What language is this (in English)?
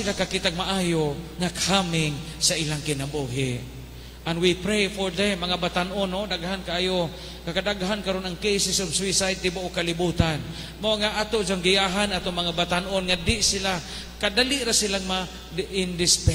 Cebuano